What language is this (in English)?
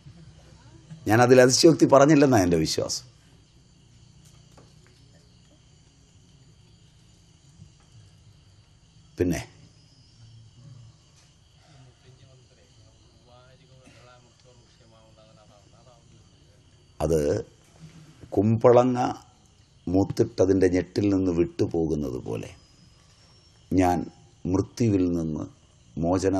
Malayalam